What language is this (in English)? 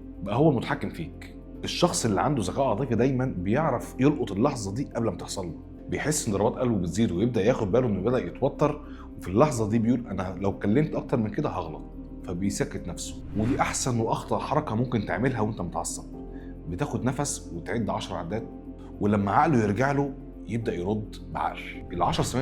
Egyptian Arabic